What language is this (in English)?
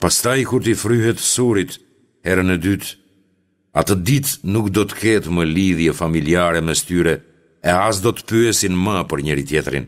Albanian